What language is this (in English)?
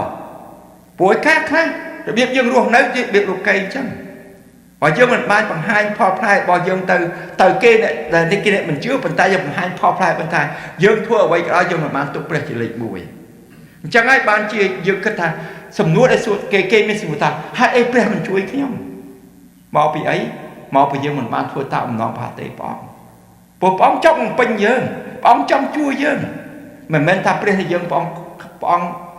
Khmer